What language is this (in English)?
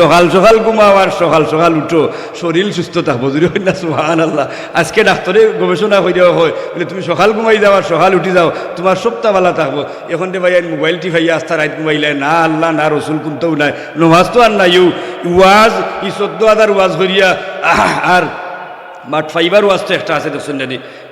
Sylheti